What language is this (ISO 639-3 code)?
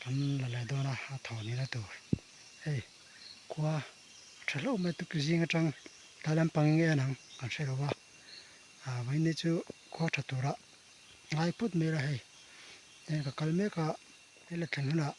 lus